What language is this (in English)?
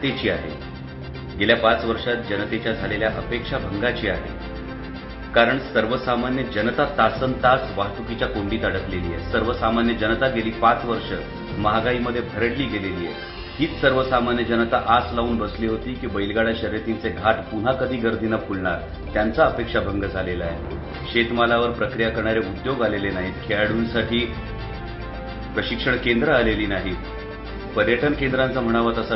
Marathi